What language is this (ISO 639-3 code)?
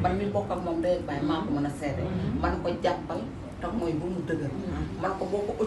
wol